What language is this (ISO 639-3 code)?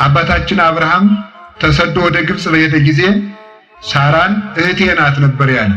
amh